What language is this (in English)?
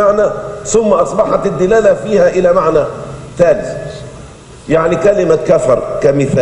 Arabic